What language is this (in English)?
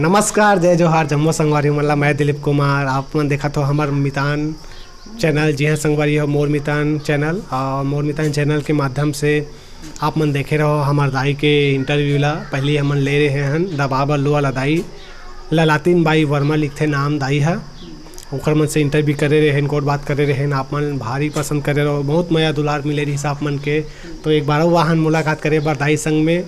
Chhattisgarhi